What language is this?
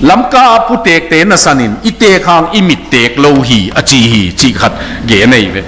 Tedim Chin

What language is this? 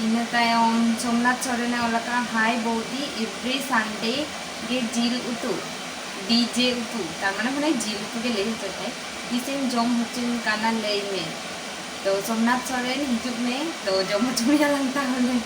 Santali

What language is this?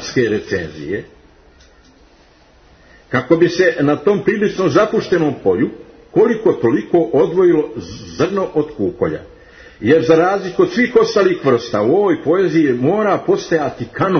Croatian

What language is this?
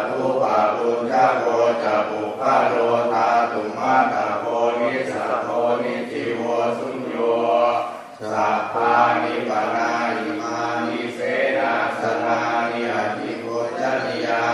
Pali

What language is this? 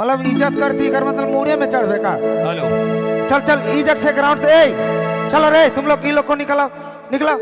Sadri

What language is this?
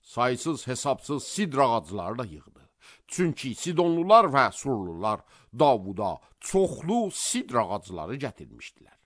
Azerbaijani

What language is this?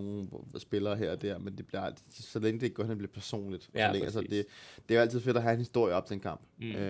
Danish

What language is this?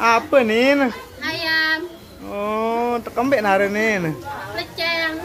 Sasak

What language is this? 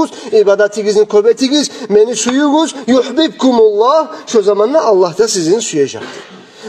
Kumyk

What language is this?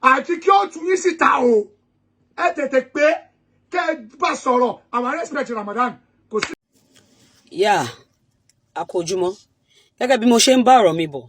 Yoruba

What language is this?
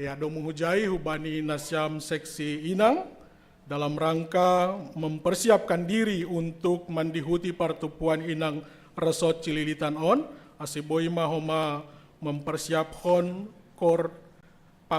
Batak Simalungun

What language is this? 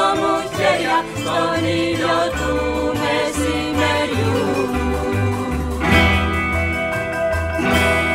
Greek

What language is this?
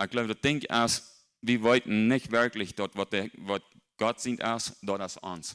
Plautdietsch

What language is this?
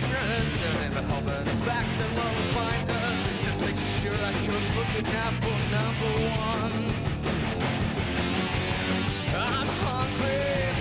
English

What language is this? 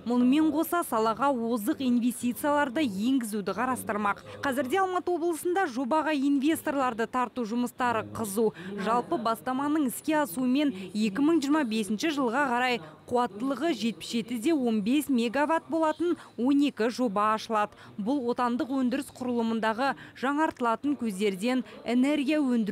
Kazakh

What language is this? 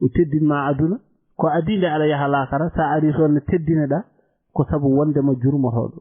Fula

